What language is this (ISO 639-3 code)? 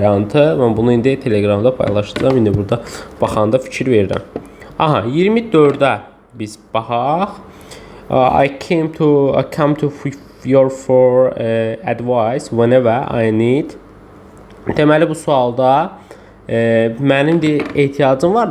aze